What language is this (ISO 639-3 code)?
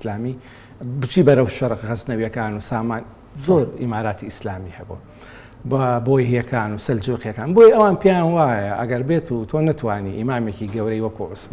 ckb